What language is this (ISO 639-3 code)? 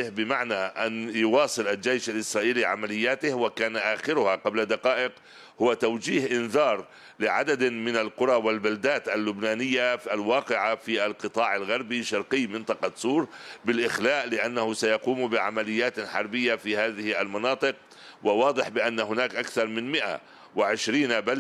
ara